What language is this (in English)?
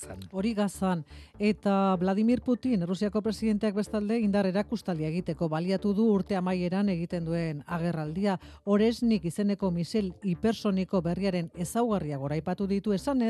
Basque